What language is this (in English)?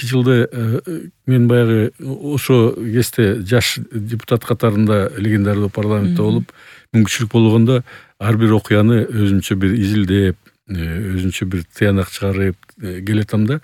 Kyrgyz